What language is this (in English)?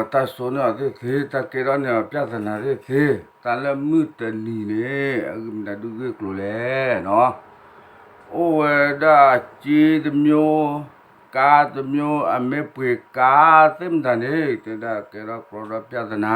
S'gaw Karen